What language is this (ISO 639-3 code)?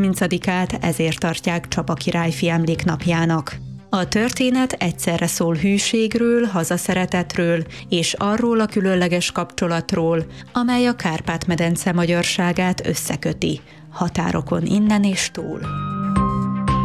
hun